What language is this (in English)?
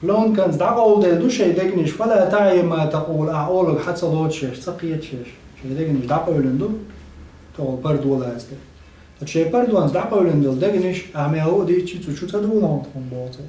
Chechen